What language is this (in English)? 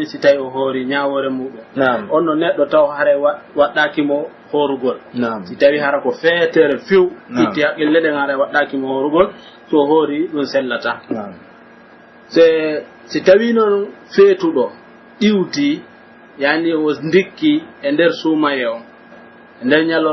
Pular